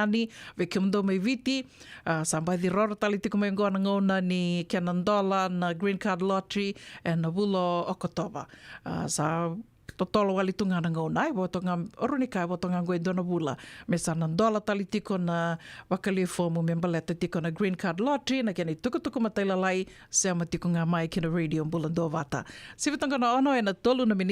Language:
Fijian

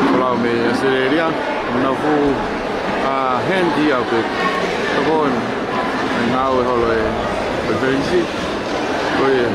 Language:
Tongan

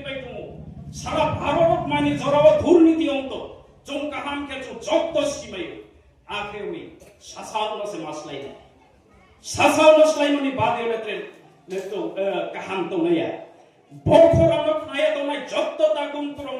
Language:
Riang (India)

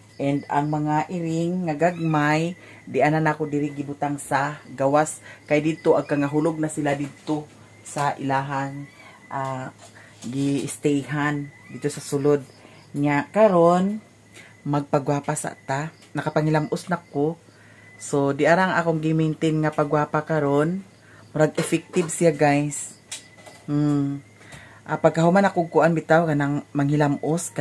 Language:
Cebuano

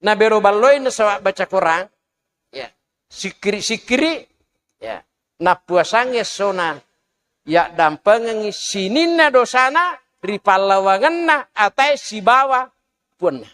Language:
Buginese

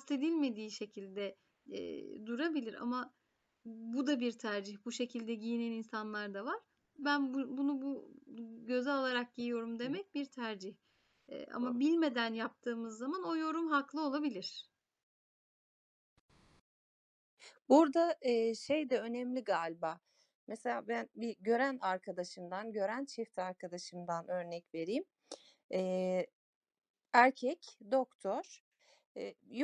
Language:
Turkish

